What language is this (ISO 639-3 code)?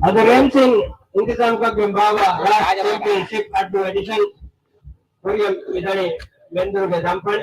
div